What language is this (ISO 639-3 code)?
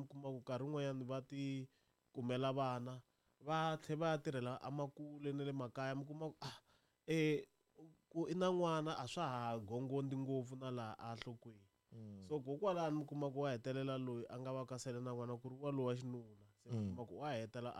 tso